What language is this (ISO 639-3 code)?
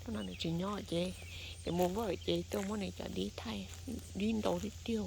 hmn